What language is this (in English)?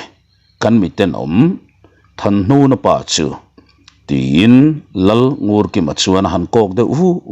Mizo